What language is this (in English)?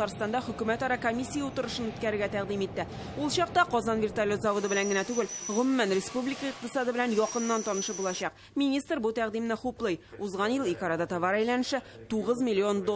Tatar